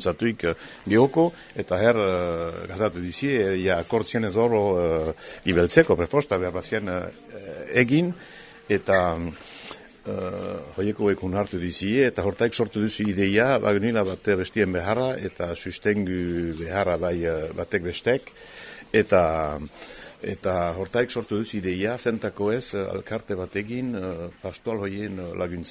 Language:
Basque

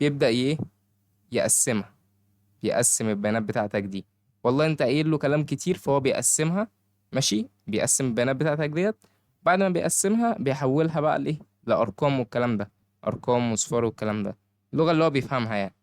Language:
Egyptian Arabic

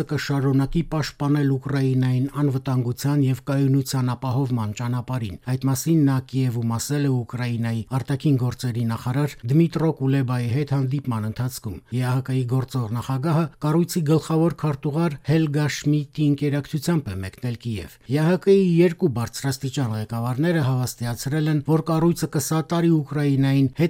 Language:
Armenian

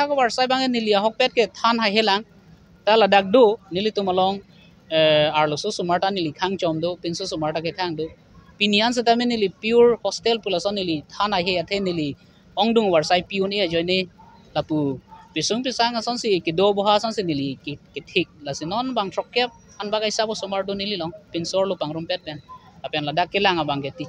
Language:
Karbi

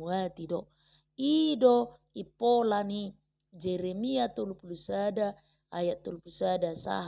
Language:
Batak Toba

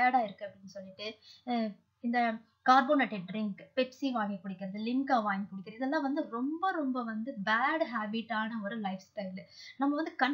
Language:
Tamil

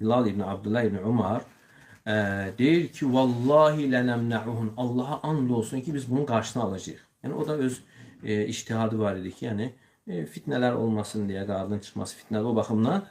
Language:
Azerbaijani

